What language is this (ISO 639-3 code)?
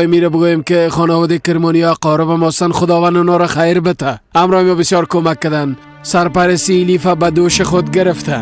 fas